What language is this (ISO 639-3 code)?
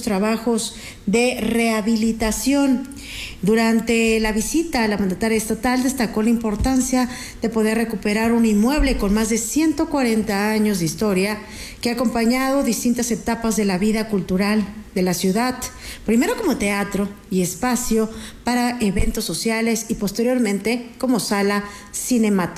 spa